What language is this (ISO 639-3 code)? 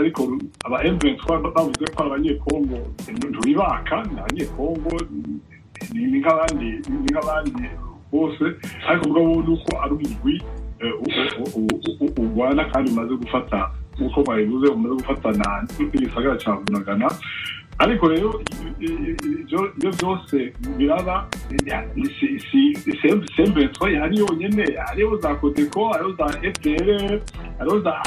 kin